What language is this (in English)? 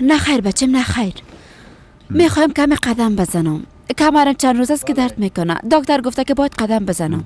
Persian